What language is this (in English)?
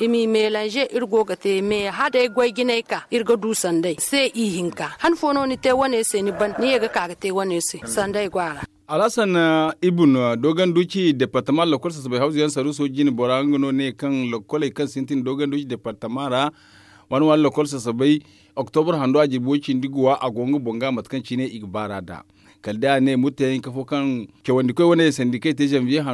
Zarma